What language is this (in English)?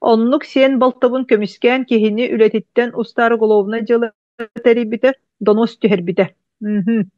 Yakut